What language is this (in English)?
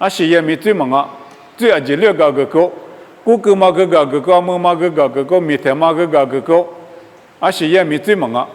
Lisu